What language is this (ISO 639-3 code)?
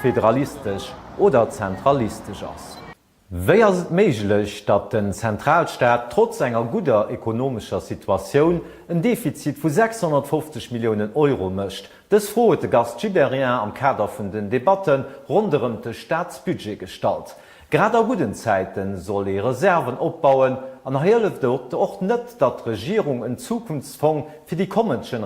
ltz